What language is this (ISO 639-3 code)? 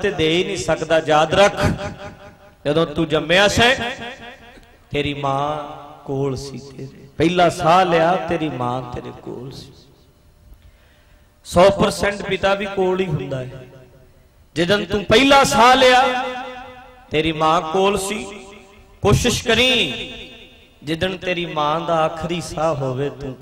pan